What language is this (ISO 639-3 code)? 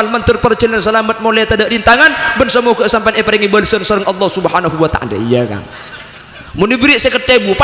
mad